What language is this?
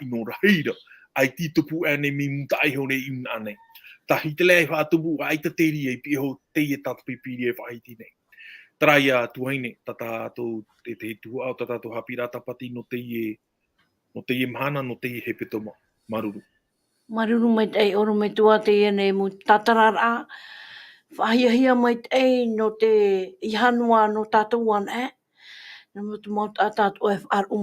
Tahitian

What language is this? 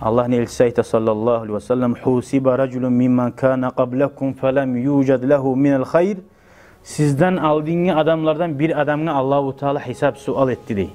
Kumyk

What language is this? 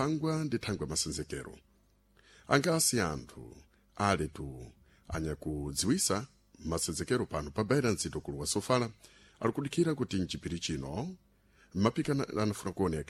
Sena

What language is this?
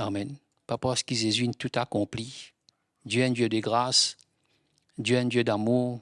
Morisyen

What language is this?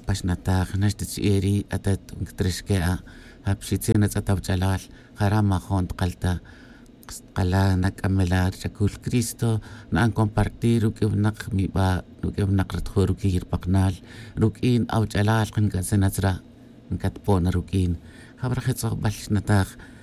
Tz'utujil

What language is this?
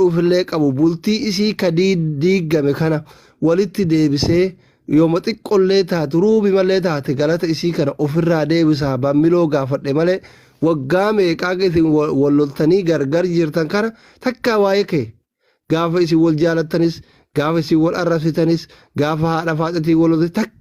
Oromo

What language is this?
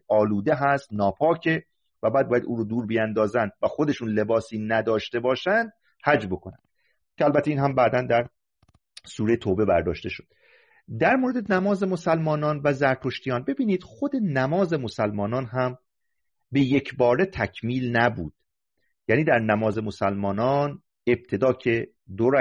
Persian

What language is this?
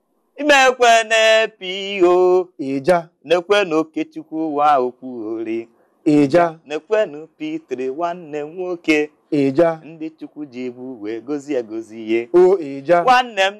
Igbo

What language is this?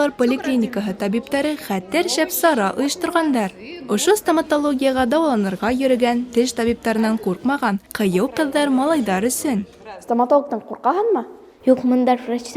Bashkir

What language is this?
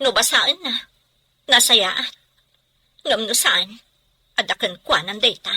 Iloko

